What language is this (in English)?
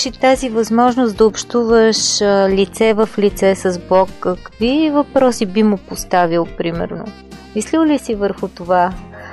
Bulgarian